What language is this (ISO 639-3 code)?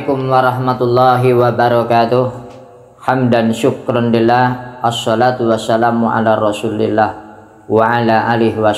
sun